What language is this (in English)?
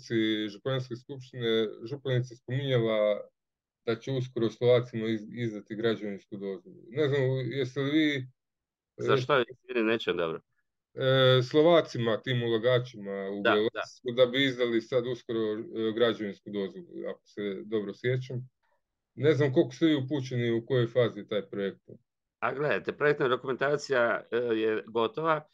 Croatian